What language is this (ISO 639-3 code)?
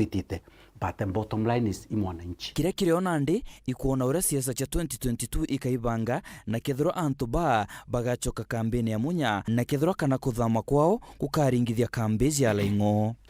mer